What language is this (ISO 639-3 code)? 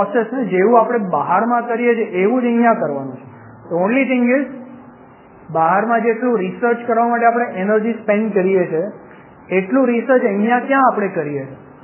guj